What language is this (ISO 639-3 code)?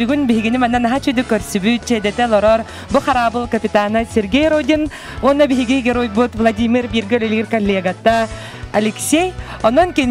sah